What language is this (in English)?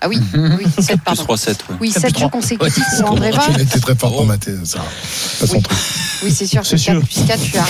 French